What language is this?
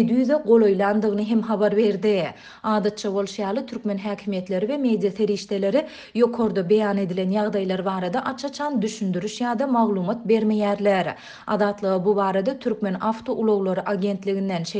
Turkmen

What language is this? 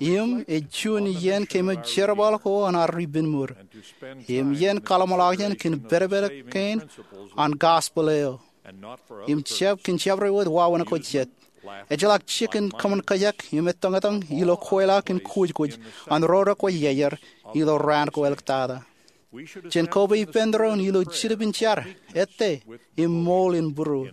Marshallese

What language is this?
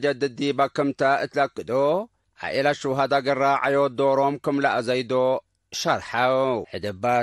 Tigre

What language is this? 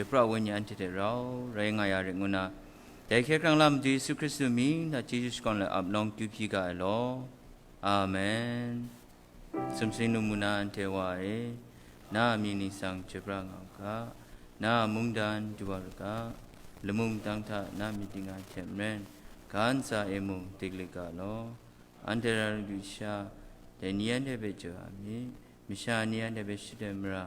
Kachin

